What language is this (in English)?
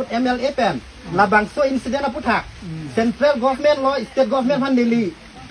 Karbi